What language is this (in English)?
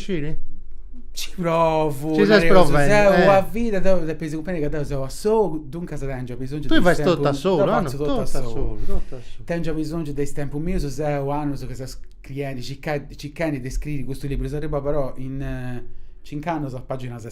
Sardinian